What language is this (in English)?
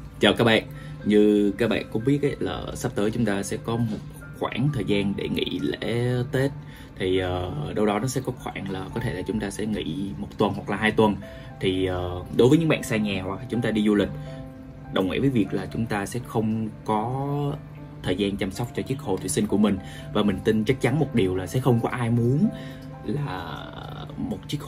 Vietnamese